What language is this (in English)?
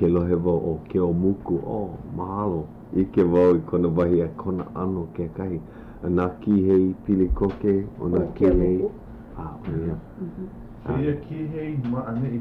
Hawaiian